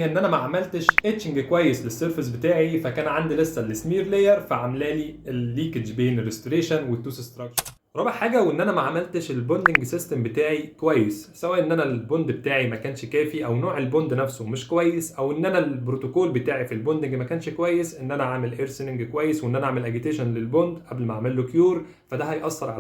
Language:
Egyptian Arabic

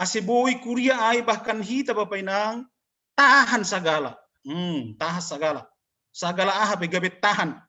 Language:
Batak Simalungun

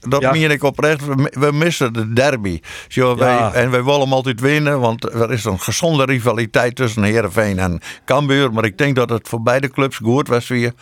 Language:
Western Frisian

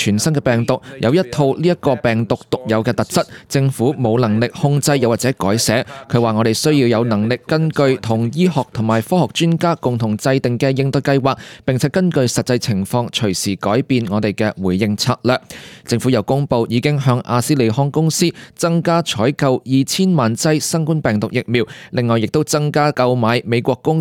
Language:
Cantonese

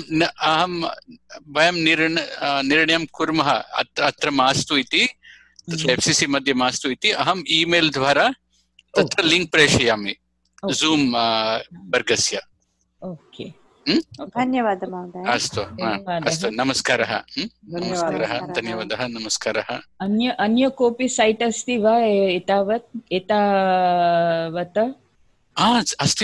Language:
Sanskrit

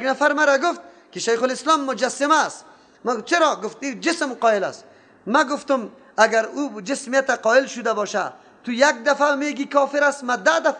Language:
Persian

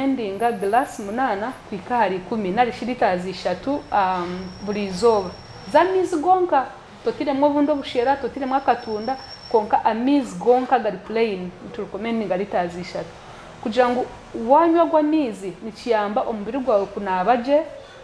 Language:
Nyankole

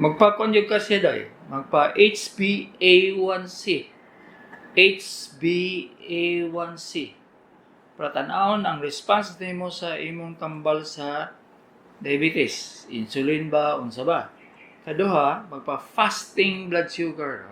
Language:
Cebuano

